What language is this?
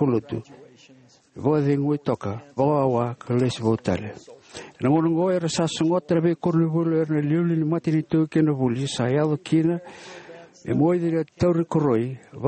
Fijian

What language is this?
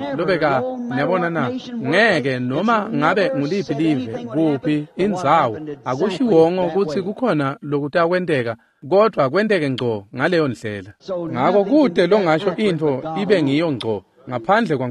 Swati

